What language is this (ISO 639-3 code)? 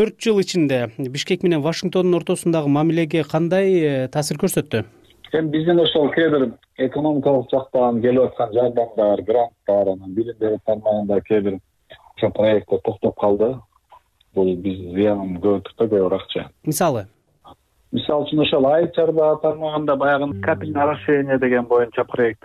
kir